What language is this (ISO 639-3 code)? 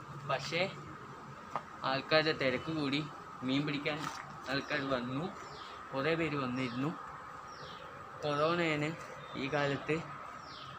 mal